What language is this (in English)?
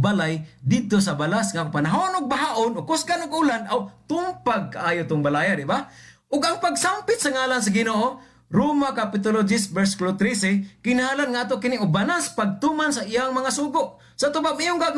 Cebuano